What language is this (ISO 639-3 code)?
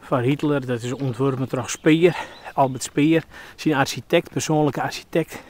fry